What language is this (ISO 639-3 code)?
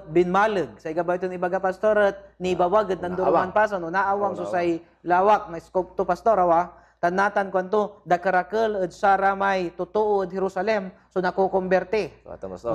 pag